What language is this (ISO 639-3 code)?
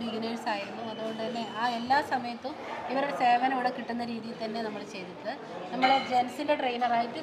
mal